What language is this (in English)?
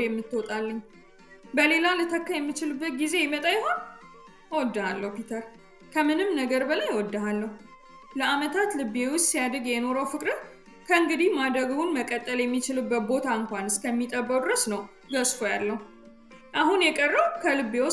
Amharic